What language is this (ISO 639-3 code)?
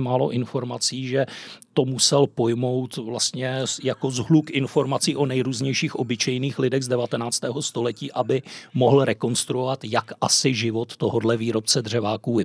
ces